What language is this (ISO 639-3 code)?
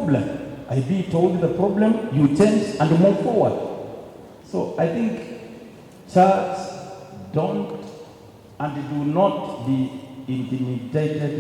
kam